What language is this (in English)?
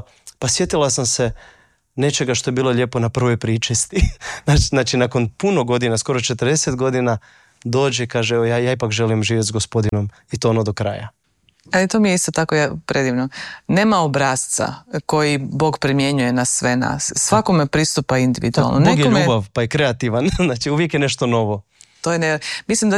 Croatian